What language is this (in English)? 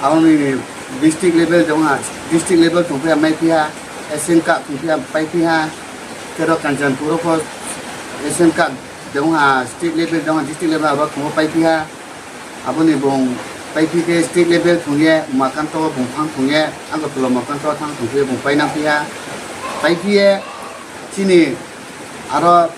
Riang (India)